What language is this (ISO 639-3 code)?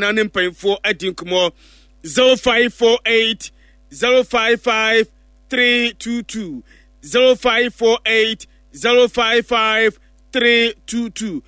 aka